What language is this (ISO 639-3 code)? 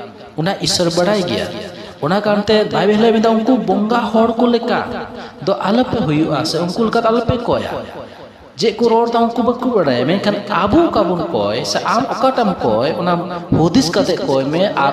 sat